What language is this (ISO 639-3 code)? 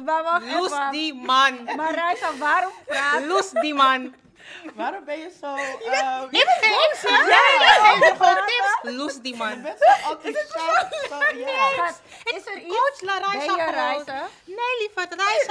nld